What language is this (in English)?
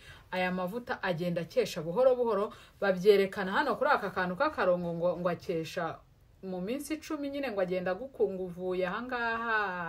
Kinyarwanda